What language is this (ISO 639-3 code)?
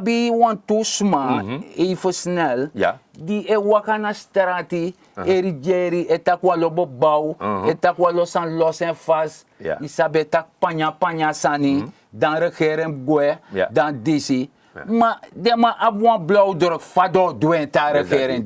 srn